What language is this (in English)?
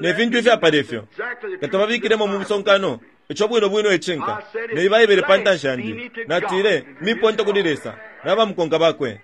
Bemba